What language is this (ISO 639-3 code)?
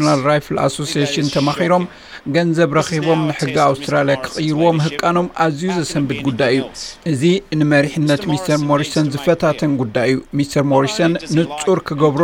tir